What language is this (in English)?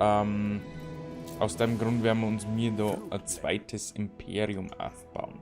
Bavarian